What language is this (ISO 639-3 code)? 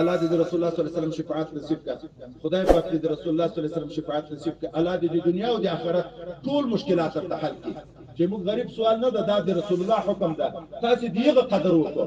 pus